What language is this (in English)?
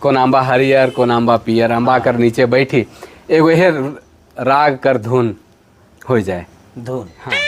Sadri